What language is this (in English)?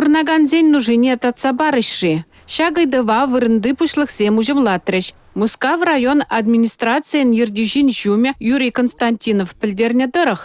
Chuvash